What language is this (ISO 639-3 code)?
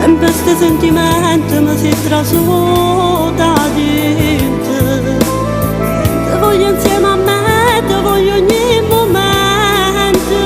nap